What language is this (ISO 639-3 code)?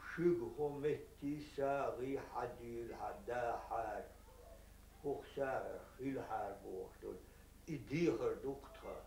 che